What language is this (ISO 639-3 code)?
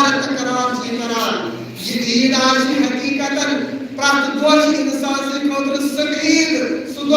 kas